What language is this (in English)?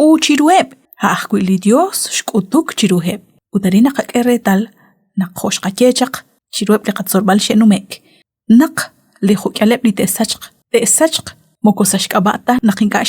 Kekchí